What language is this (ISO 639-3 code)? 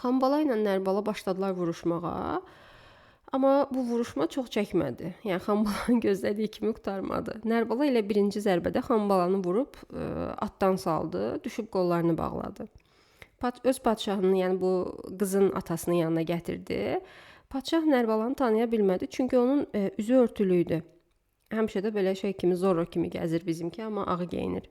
aze